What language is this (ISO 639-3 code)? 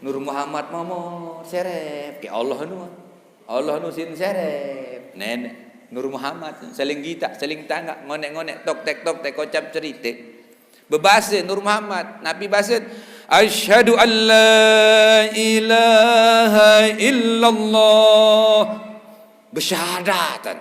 sas